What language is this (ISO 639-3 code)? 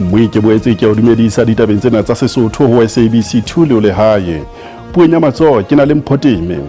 sot